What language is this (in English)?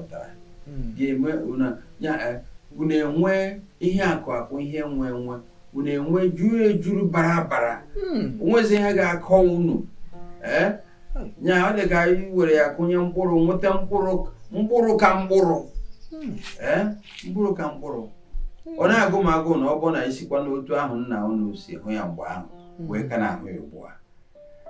Igbo